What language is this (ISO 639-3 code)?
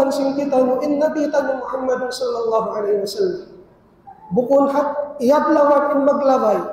tsg